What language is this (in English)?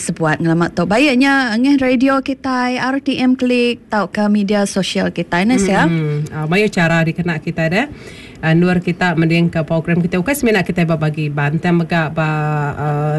Malay